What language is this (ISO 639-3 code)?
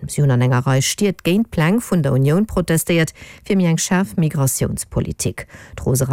ltz